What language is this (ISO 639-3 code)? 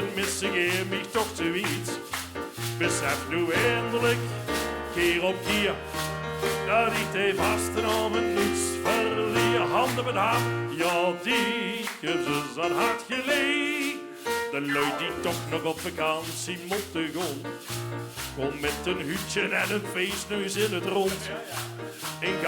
lim